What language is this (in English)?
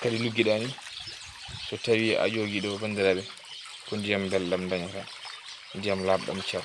Fula